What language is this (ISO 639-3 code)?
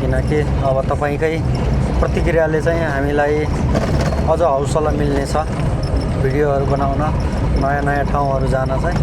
nep